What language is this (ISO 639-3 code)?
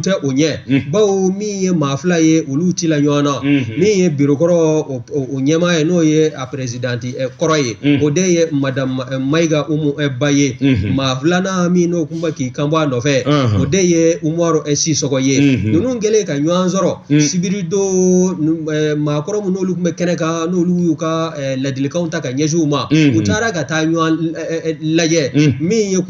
bam